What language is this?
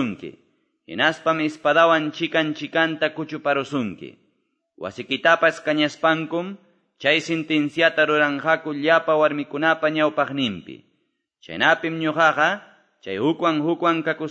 Quechua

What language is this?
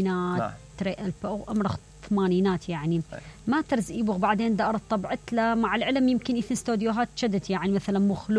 Mesopotamian Arabic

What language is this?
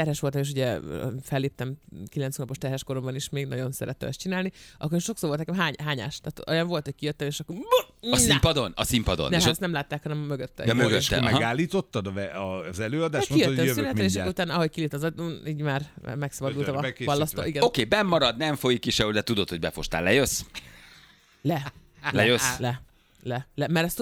Hungarian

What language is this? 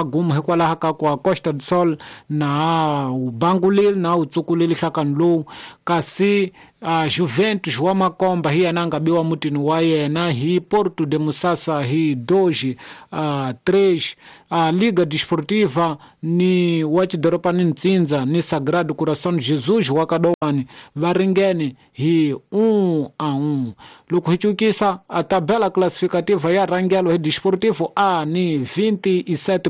Tsonga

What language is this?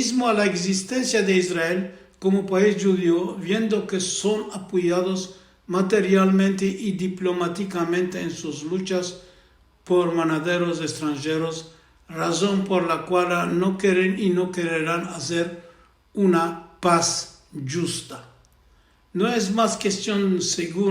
Ladino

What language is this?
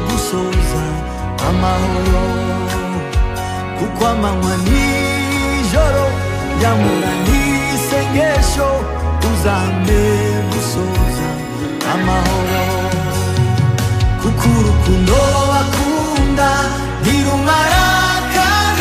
Kinyarwanda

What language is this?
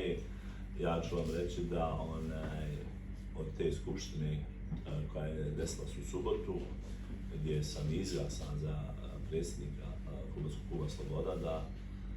Bosnian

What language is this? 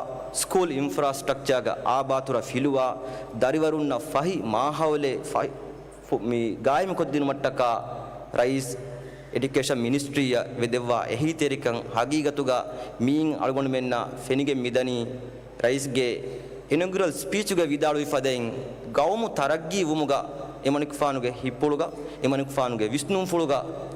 Divehi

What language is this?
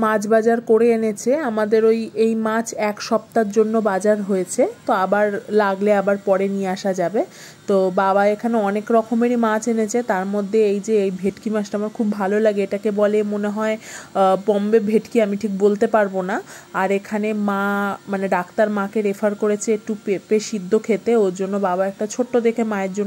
Bangla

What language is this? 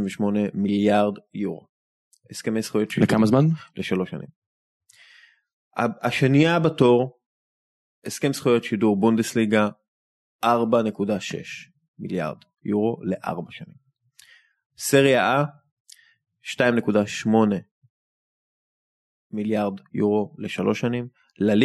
Hebrew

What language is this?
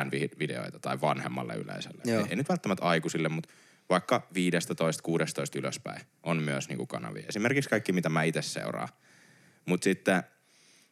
Finnish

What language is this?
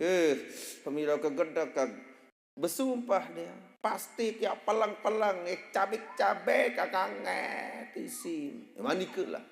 Sasak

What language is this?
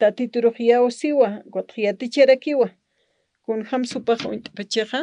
Aymara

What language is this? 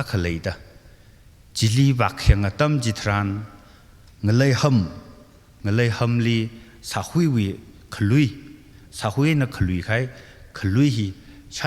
Tangkhul Naga (India)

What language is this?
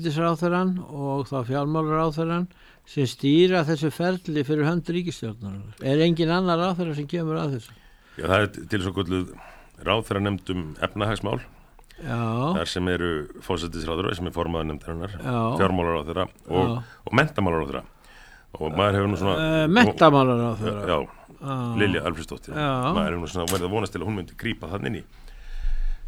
Icelandic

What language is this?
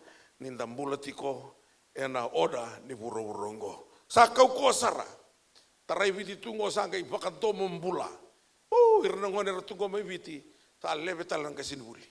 Fijian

